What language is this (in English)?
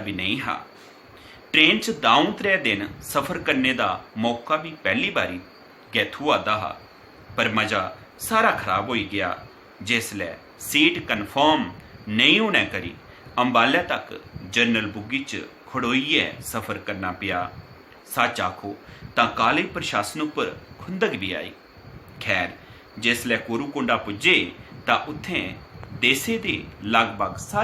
Dogri